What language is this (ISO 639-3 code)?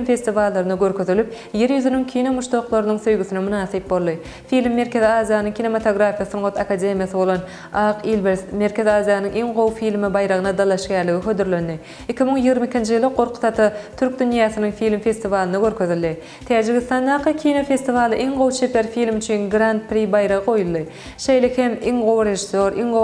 tuk